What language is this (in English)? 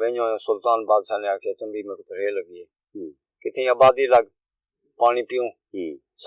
Saraiki